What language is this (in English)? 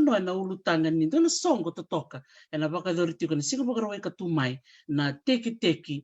Fijian